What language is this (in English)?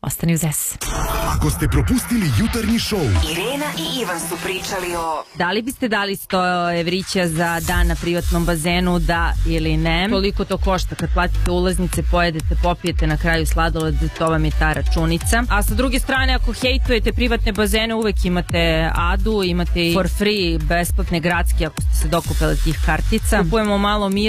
Serbian